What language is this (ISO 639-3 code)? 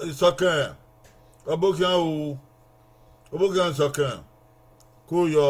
bin